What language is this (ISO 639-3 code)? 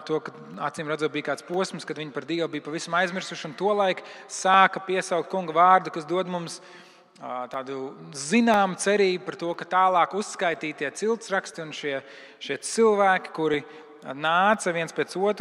lav